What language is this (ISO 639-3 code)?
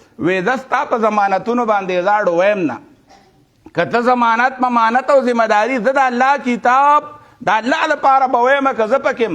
pus